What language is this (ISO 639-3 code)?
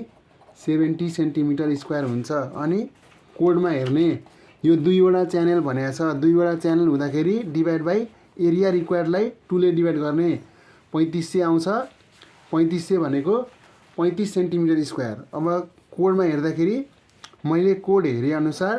nep